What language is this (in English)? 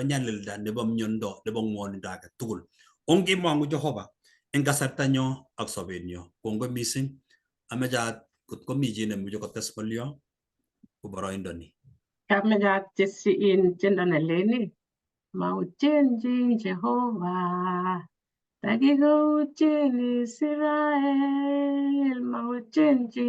Kalenjin